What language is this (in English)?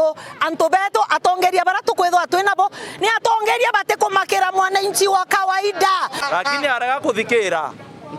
Meru